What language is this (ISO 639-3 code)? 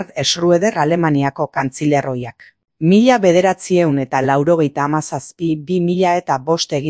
eus